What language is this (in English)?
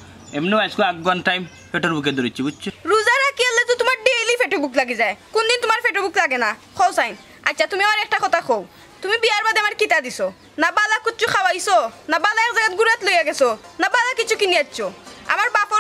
Sylheti